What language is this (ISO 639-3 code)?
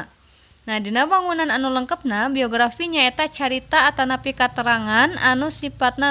sun